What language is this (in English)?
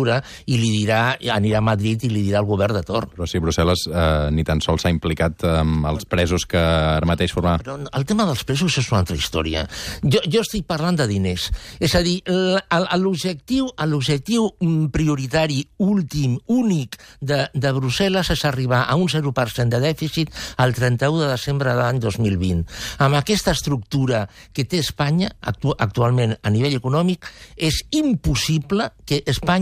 Catalan